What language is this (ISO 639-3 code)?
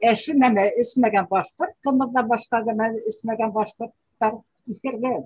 bak